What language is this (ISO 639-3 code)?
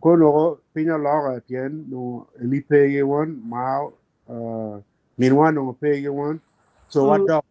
ach